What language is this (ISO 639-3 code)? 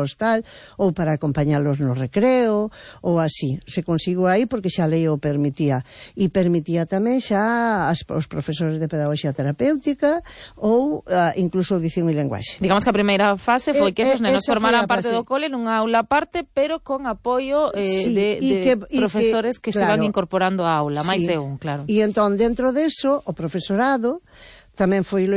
glg